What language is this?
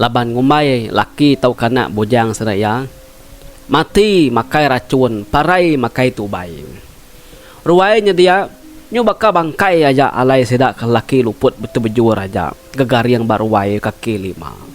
Iban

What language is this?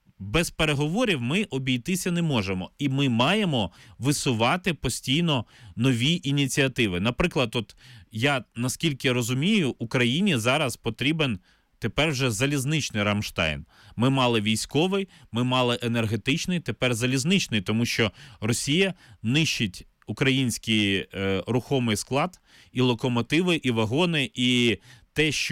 Ukrainian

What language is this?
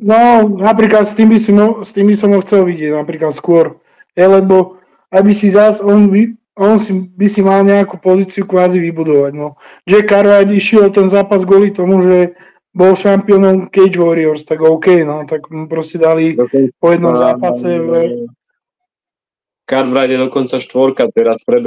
Slovak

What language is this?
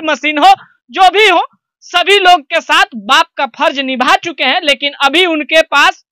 Bhojpuri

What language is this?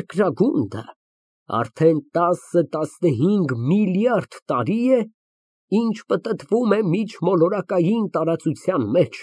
Armenian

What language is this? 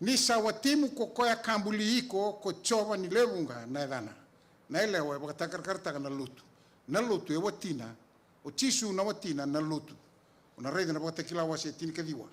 Fijian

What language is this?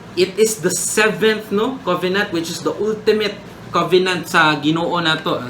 Cebuano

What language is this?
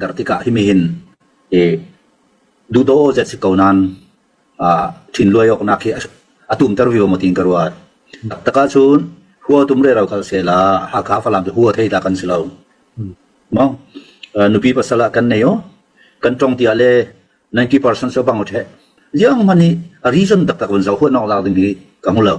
Falam Chin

